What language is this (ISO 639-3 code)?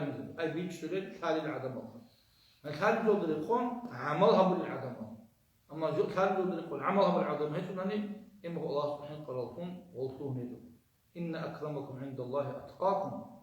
ava